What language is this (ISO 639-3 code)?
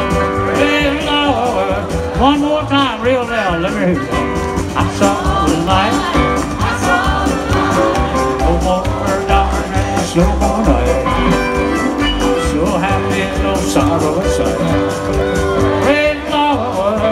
eng